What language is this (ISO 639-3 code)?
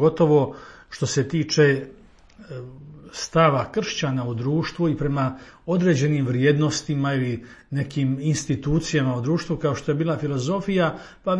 hrv